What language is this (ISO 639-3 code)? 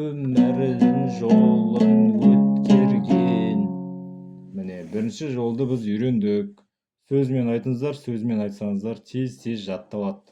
kaz